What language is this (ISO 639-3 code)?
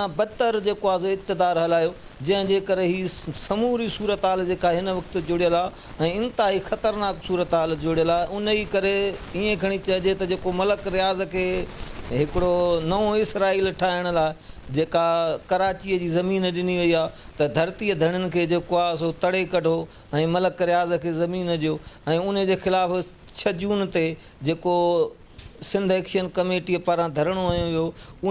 snd